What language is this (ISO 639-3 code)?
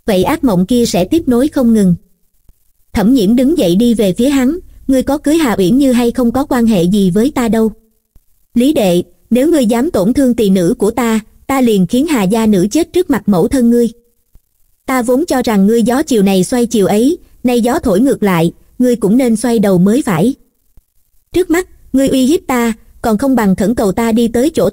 vie